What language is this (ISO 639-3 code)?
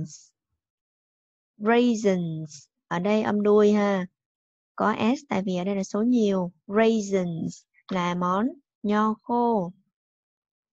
vie